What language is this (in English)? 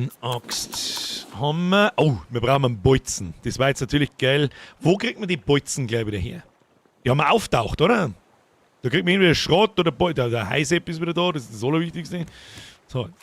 Bavarian